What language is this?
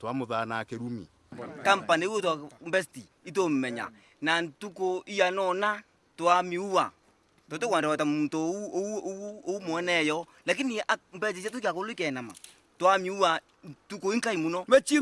Meru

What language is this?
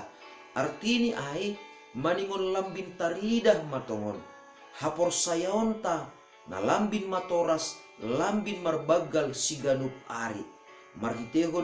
Batak Simalungun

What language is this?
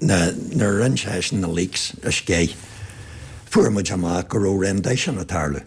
Irish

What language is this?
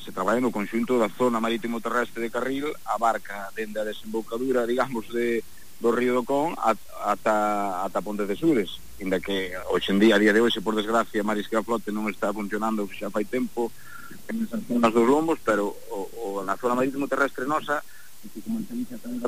Galician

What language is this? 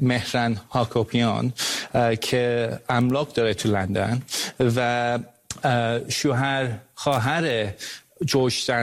Persian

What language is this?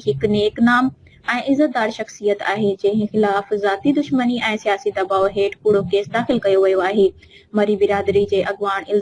Sindhi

